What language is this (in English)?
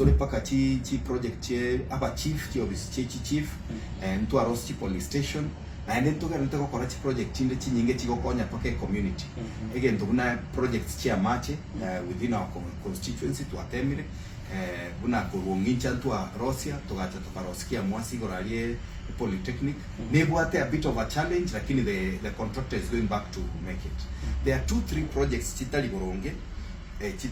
Gusii